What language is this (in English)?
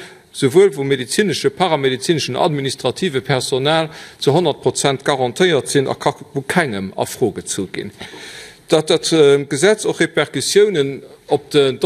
Luxembourgish